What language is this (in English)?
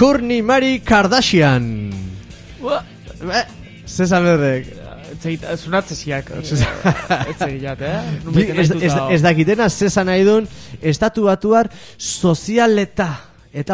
Basque